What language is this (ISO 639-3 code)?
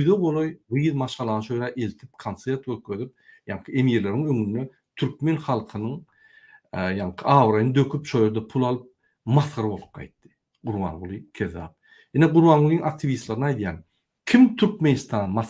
tuk